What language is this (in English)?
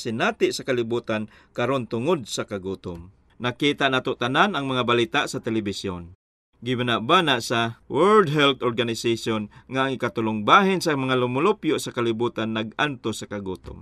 Cebuano